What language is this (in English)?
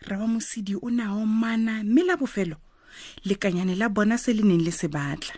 Tswana